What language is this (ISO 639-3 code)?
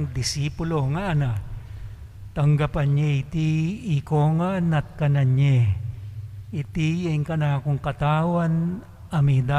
pam